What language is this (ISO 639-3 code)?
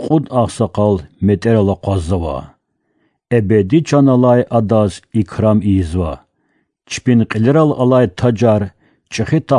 lez